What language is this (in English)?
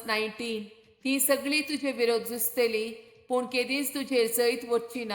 Konkani